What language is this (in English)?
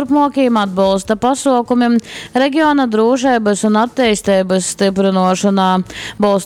Latgalian